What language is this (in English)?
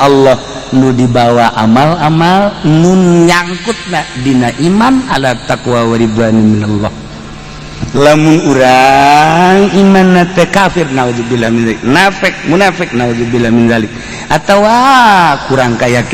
Sundanese